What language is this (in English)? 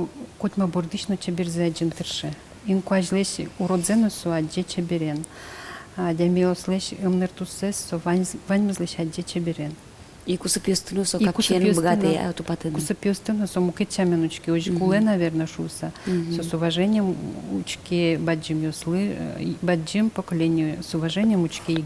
Udmurt